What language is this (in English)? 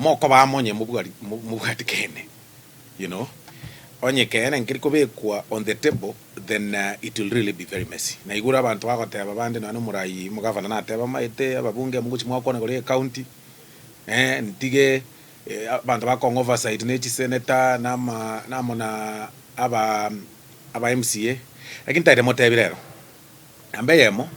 Gusii